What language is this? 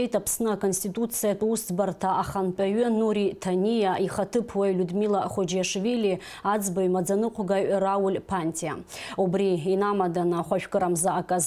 Abkhazian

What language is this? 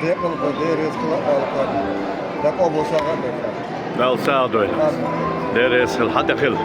Chechen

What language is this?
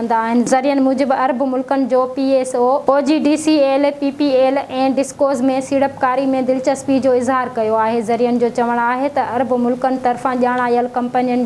Sindhi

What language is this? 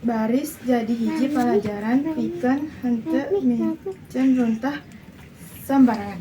Sundanese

